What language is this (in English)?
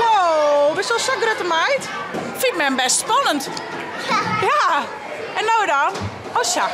Western Frisian